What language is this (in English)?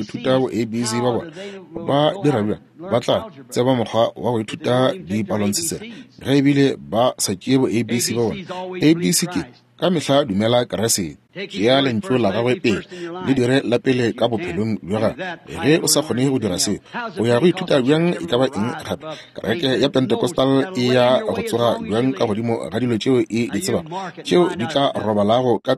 Northern Sotho